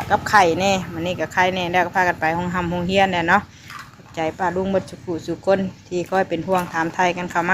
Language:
Northeastern Thai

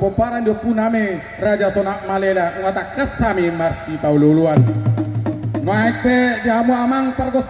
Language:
Batak Toba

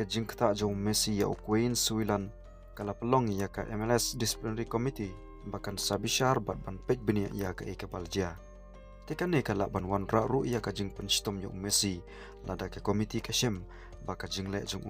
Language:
Khasi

